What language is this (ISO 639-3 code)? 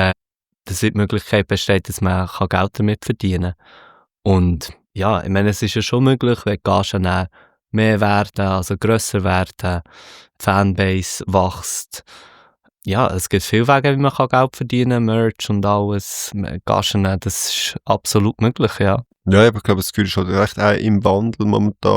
gsw